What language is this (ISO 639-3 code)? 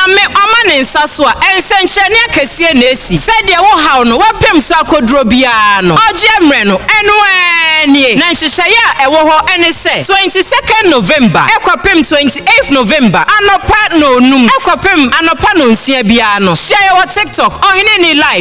aka